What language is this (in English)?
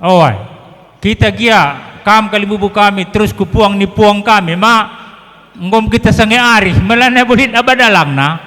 Batak Karo